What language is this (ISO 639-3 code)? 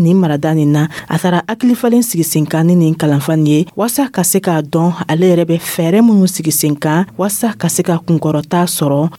dyu